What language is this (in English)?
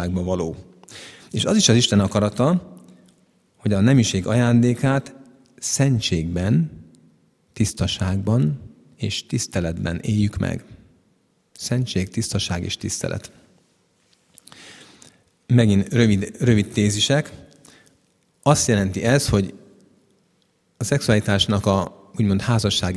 Hungarian